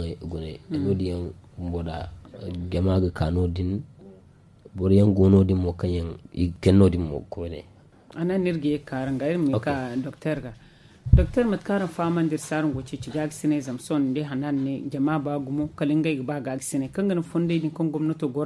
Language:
Zarma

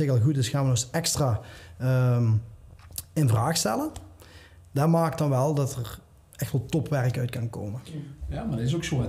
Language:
Dutch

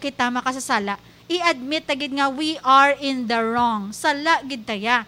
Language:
Hiligaynon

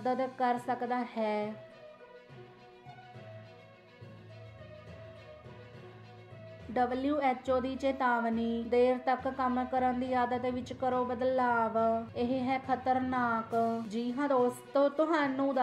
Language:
Punjabi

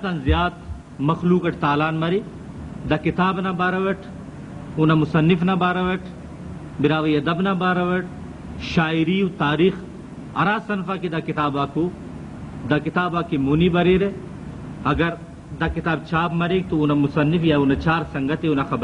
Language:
Brahui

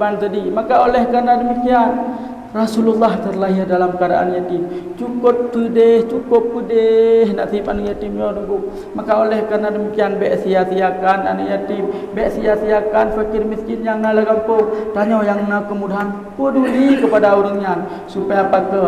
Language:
Achinese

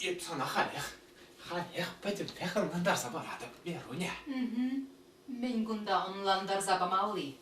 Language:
Chuvash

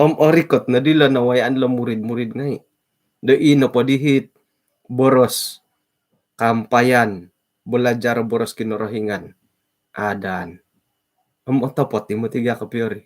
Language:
Central Dusun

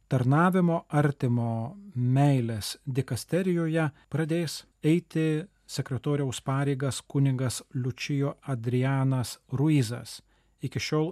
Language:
Lithuanian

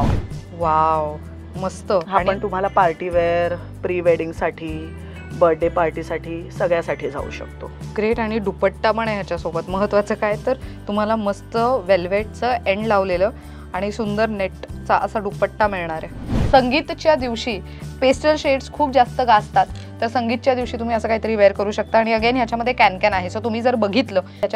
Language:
Marathi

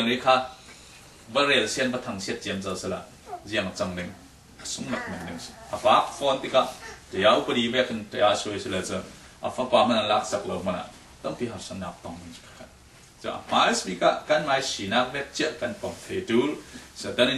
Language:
Falam Chin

